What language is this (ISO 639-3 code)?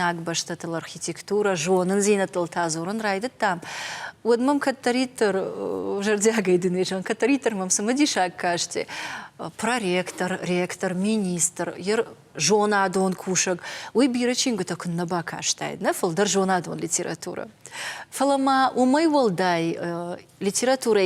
oss